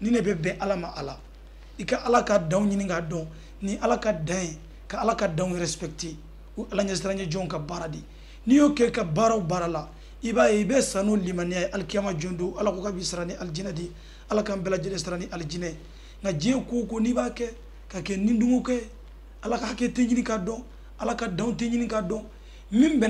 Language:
Bambara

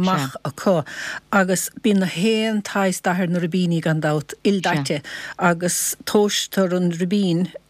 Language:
Irish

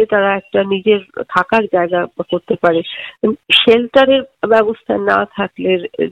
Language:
Bangla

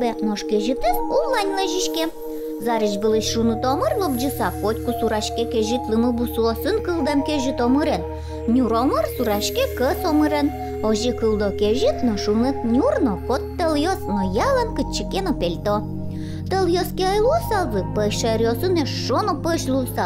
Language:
Udmurt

